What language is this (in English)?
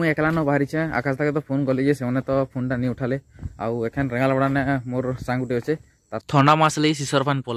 Sambalpuri